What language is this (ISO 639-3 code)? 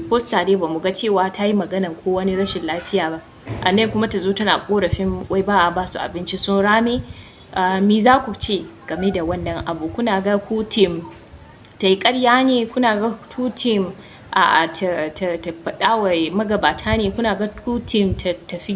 hau